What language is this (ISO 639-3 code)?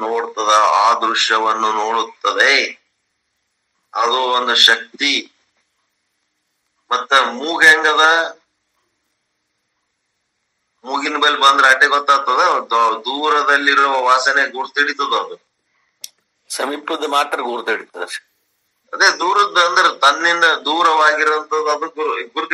kan